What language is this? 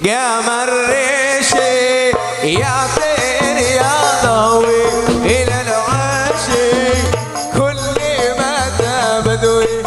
Madurese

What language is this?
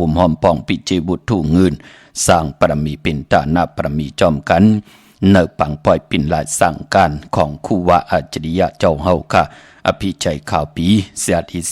Shan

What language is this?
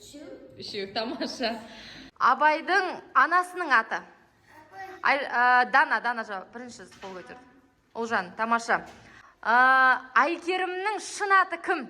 Kazakh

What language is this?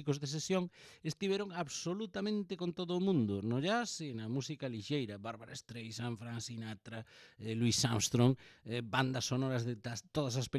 Galician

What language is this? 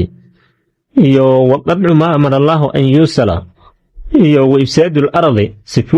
Somali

